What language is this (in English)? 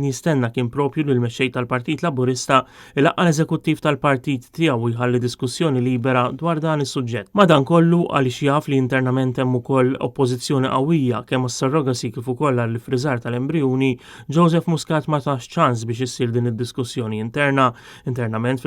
Maltese